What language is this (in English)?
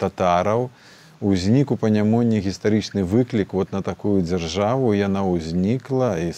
Belarusian